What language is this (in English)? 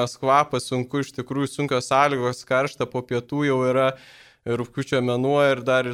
Lithuanian